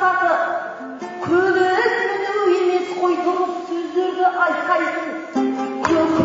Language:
Kazakh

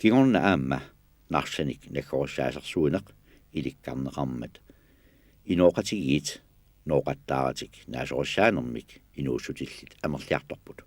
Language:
Kalaallisut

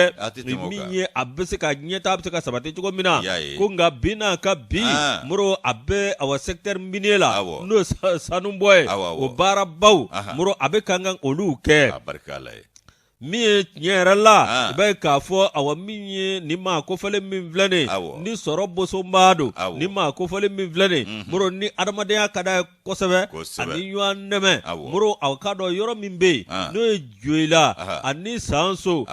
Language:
Bambara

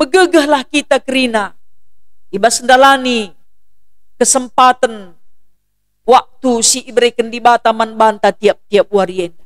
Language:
Batak Karo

